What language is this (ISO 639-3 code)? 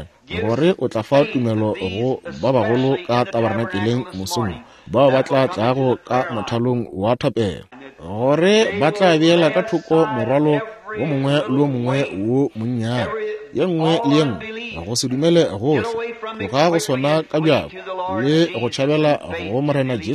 nso